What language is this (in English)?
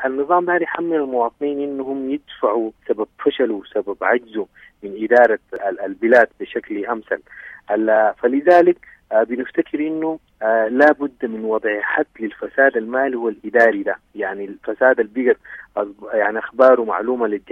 Sudanese Arabic